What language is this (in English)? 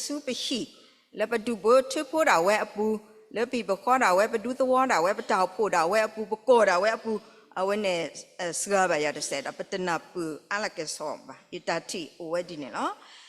S'gaw Karen